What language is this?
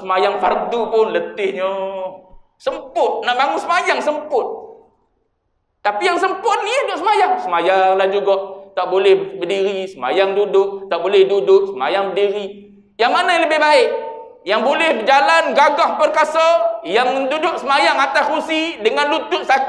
Malay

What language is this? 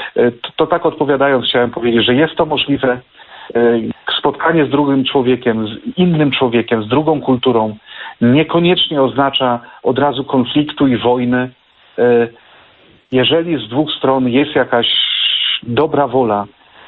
Polish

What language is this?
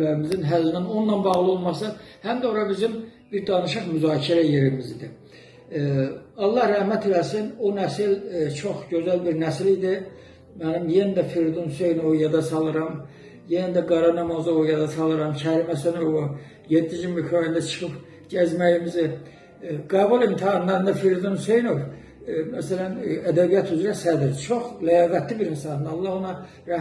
Azerbaijani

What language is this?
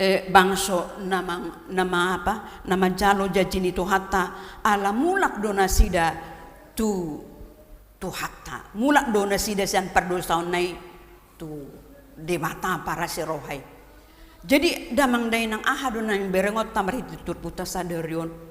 Batak Toba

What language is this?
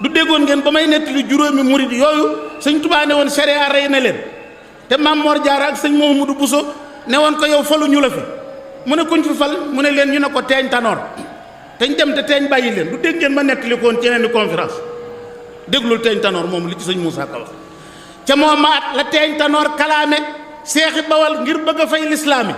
Wolof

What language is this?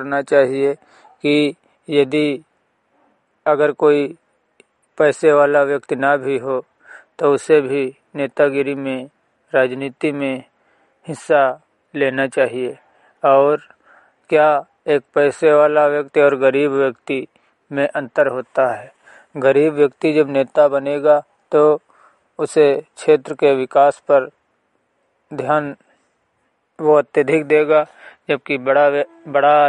Hindi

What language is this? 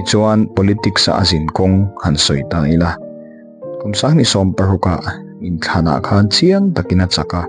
Mizo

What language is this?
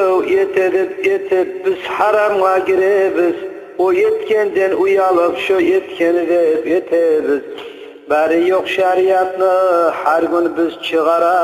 Kumyk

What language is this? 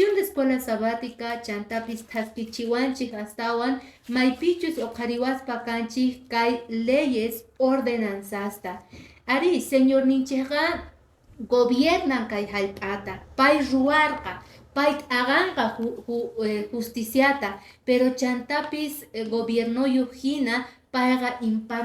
Quechua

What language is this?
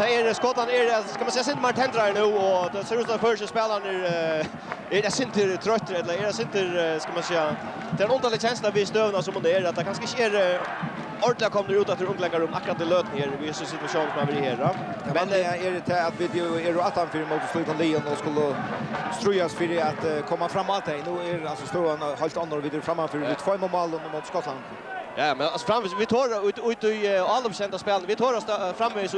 Faroese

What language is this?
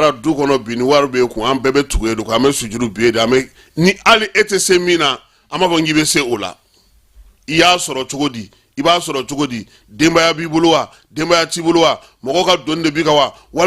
Bambara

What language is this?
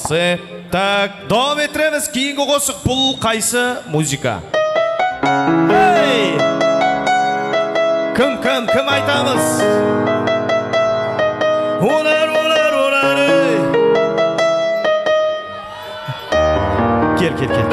Kara-Kalpak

